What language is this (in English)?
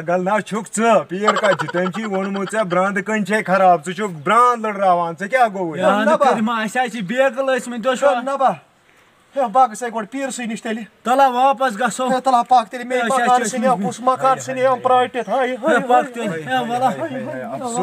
Kashmiri